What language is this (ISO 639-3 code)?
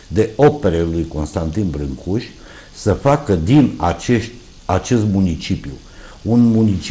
ron